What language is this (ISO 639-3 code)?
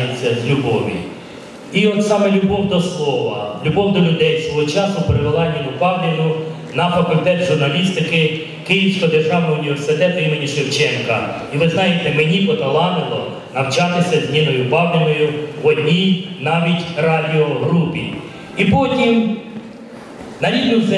ukr